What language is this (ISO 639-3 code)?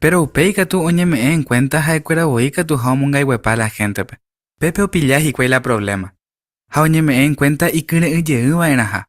grn